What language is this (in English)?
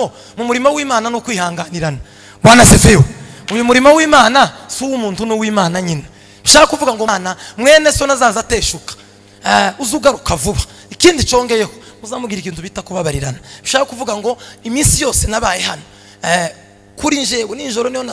Kinyarwanda